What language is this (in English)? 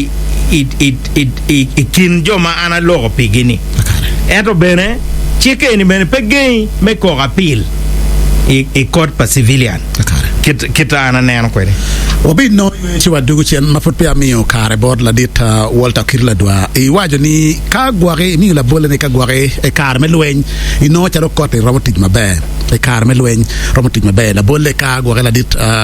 Acoli